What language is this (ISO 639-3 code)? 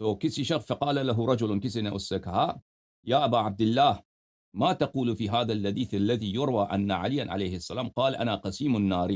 kas